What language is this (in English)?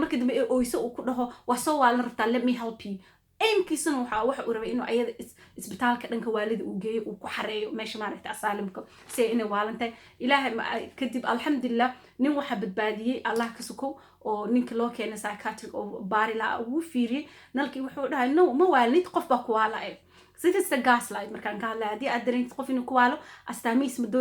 Somali